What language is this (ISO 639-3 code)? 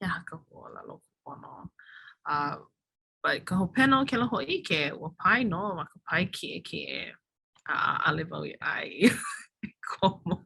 haw